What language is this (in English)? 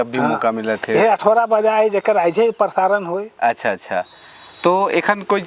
Sadri